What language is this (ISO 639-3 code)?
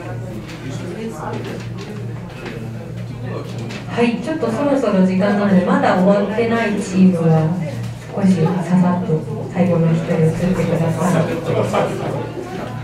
jpn